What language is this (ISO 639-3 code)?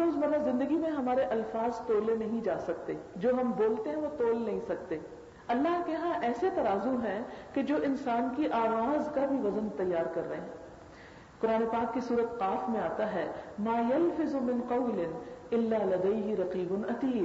urd